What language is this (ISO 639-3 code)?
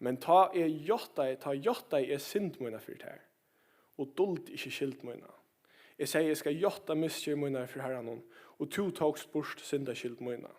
fao